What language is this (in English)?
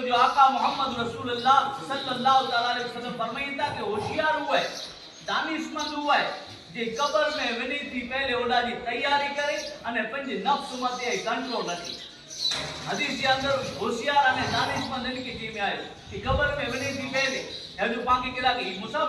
Kachhi